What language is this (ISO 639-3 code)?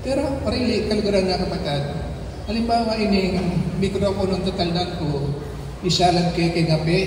pam